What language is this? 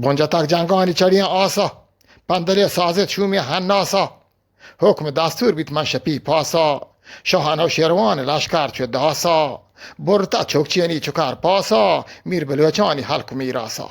Eastern Balochi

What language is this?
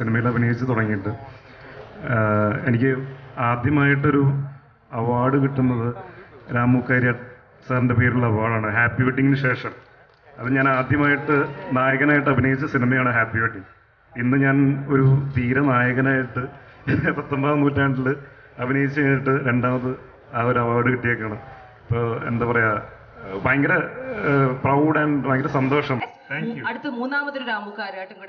Malayalam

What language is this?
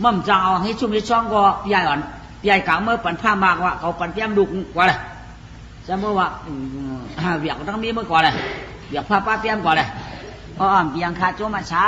Shan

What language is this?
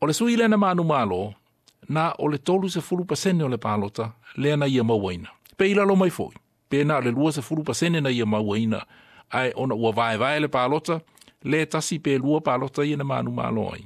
Samoan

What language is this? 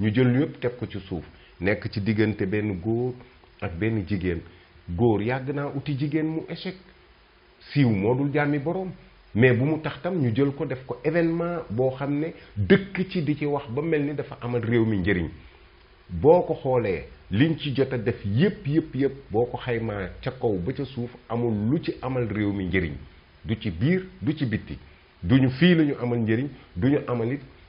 Wolof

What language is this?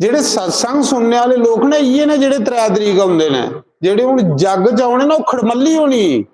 Dogri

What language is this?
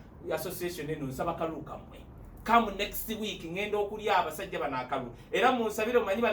Ganda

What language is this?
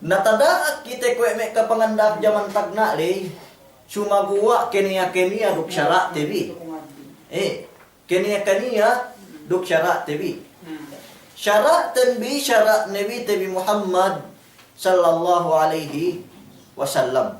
Yakan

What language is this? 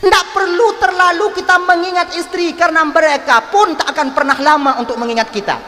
Achinese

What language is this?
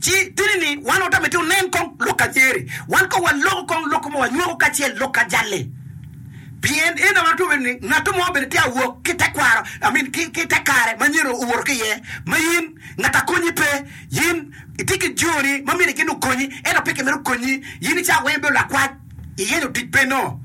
Acoli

